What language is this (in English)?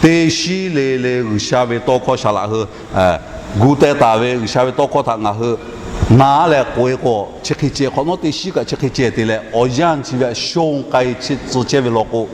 Lahu